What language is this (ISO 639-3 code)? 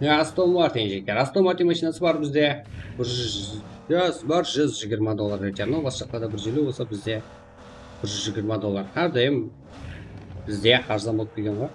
kaa